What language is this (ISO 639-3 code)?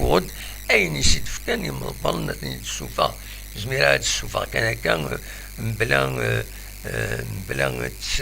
kab